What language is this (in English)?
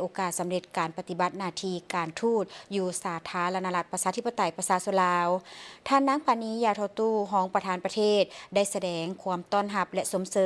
Lao